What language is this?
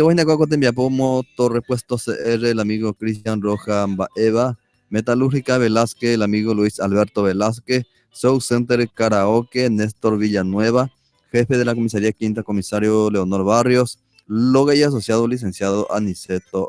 Guarani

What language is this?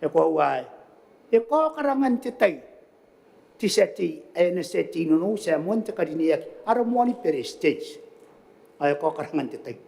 Gilbertese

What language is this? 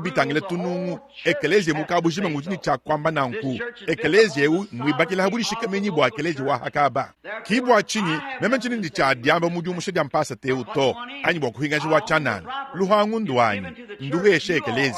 Luba-Lulua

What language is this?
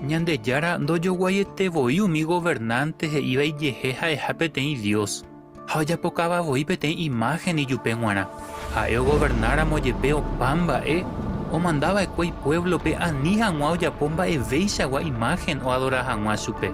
Guarani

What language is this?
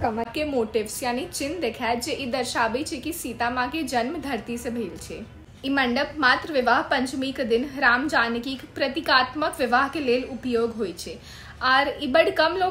Maithili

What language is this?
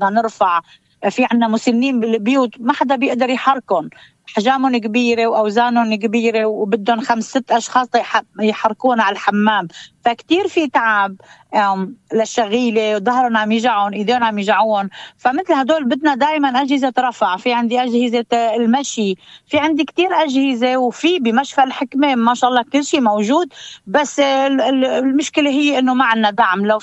North Levantine Arabic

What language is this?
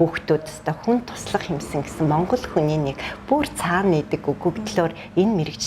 Mongolian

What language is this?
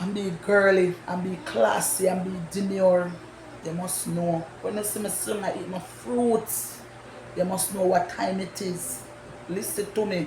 Jamaican Creole English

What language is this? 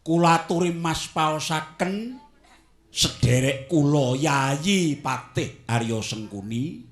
Javanese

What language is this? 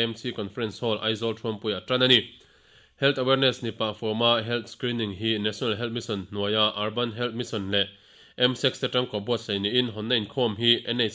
Mizo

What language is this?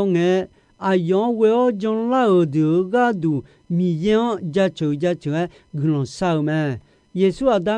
Akha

